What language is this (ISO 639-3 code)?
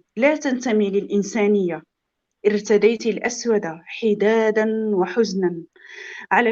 apc